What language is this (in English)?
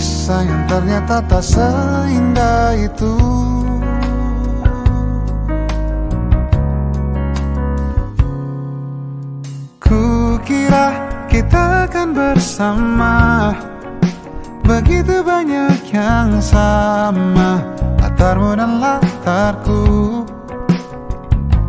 Indonesian